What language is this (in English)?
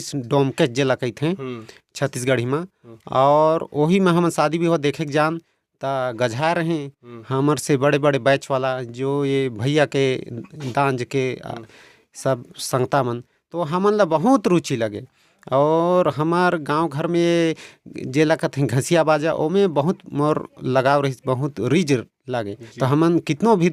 Chhattisgarhi